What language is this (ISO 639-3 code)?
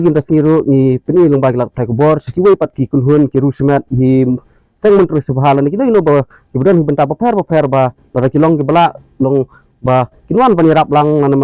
kha